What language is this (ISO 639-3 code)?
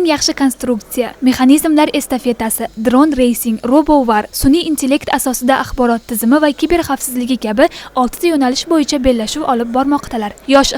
uzb